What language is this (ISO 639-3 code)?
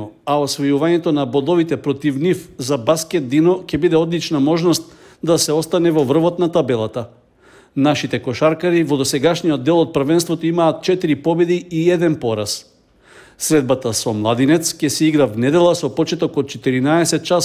mkd